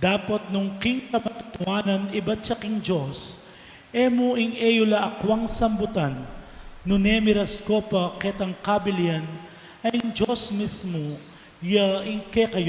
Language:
Pampanga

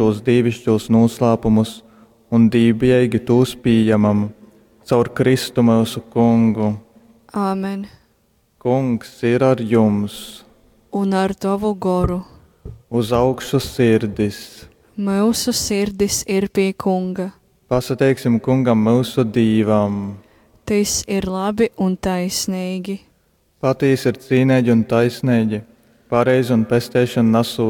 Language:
Latgalian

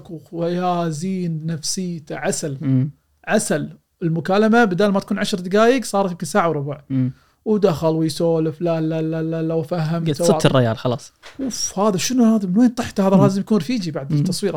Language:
Gulf Arabic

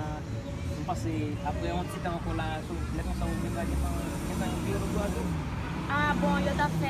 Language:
Haitian Creole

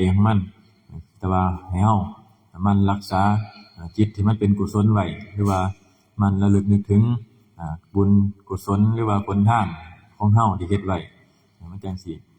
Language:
Northeastern Thai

